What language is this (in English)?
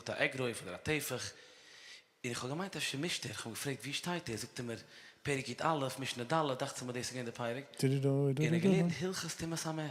Yiddish